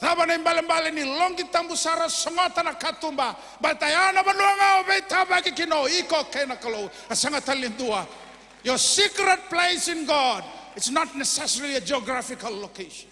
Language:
Fijian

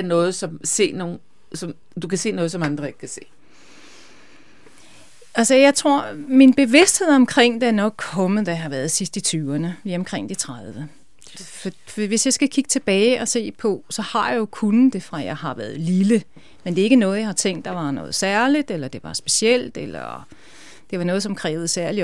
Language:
Danish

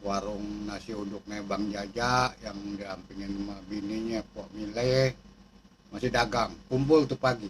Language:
Betawi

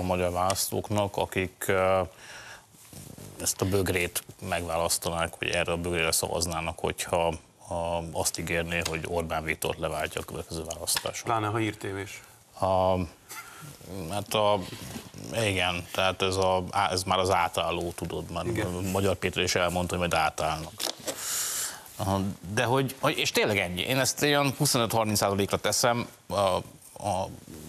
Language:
Hungarian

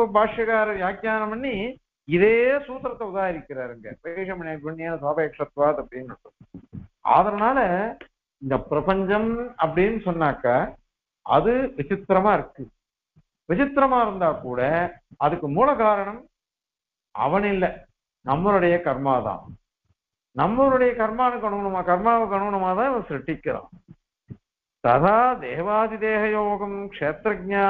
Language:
Tamil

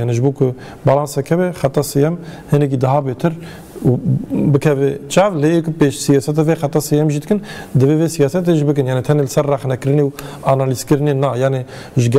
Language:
Kurdish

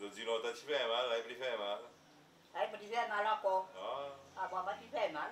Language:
Seselwa Creole French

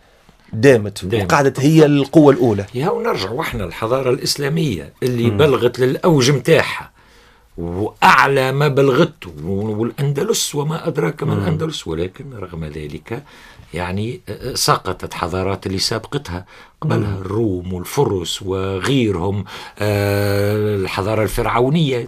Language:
Tunisian Arabic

